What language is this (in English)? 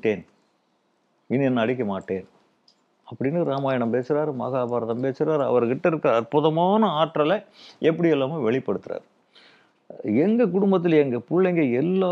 Tamil